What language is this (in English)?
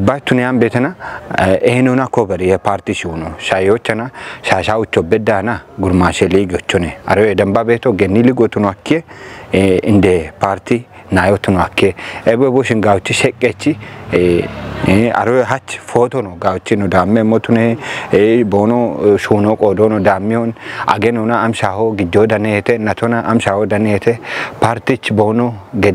Kafa